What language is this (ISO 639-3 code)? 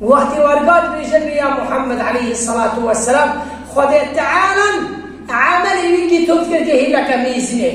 kur